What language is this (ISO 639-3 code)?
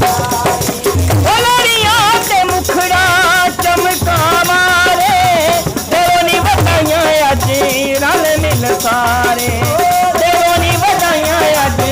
doi